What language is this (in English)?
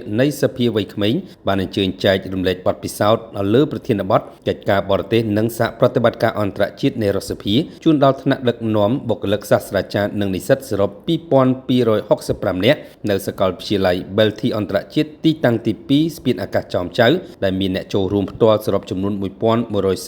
Khmer